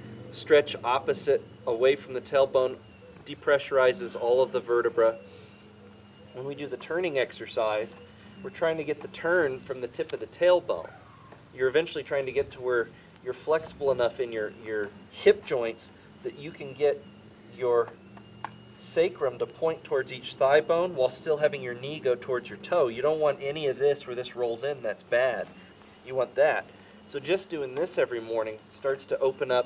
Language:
English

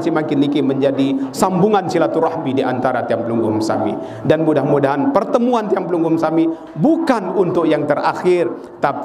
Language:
Sasak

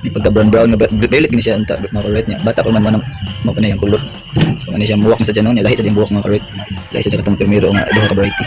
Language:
Cebuano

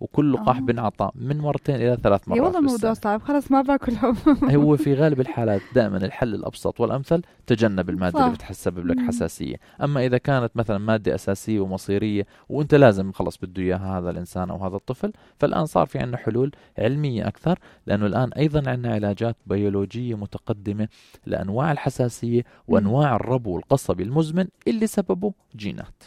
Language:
North Levantine Arabic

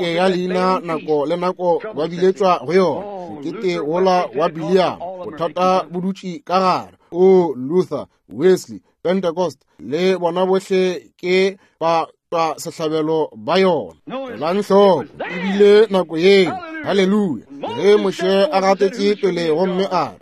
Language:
Northern Sotho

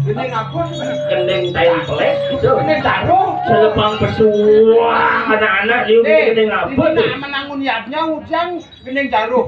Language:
Balinese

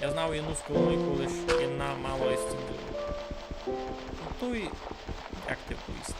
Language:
Rusyn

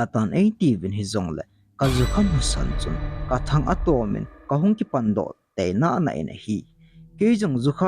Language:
Thado Chin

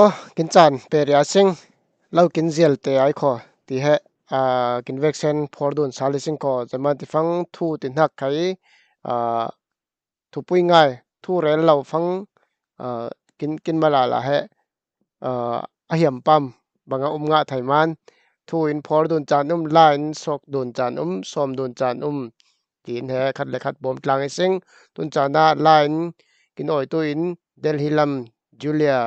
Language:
Falam Chin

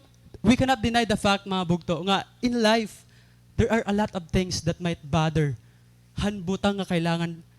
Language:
Waray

